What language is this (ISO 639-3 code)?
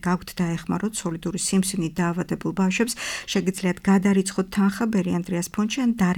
kat